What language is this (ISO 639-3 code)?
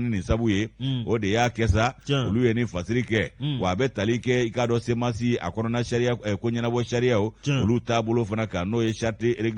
bam